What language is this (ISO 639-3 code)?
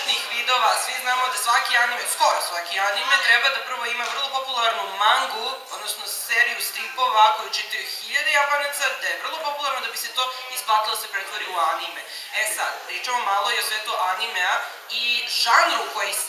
srp